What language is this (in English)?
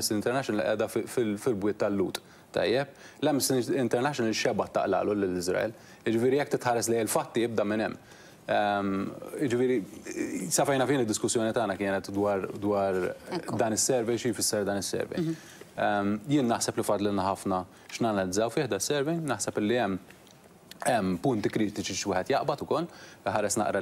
Maltese